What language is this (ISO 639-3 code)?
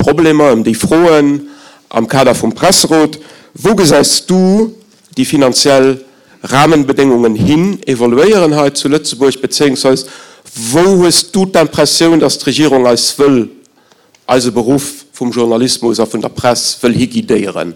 ltz